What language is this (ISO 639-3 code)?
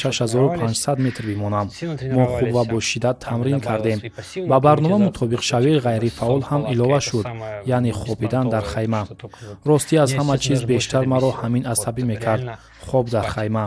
tgk